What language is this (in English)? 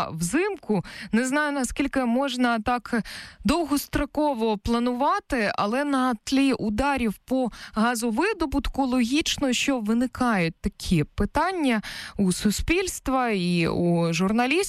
Ukrainian